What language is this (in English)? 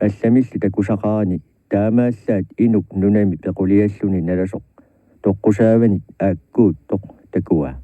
Kalaallisut